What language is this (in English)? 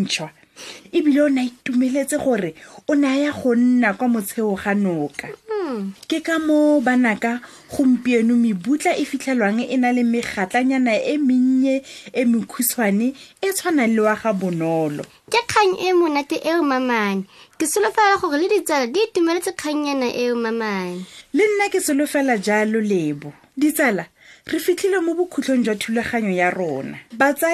Tswana